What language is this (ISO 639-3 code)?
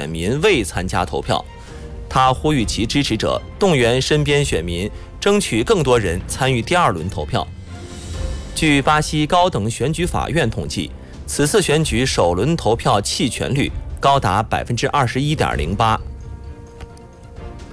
zho